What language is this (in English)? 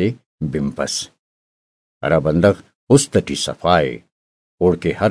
Brahui